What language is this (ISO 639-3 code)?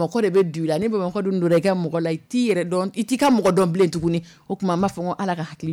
dyu